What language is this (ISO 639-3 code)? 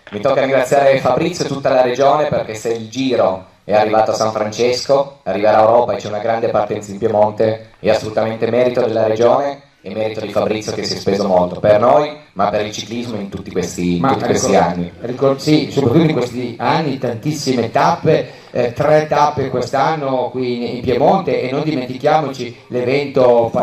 ita